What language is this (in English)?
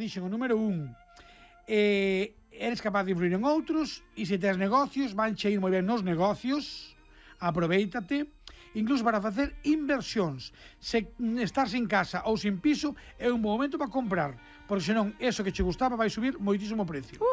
Galician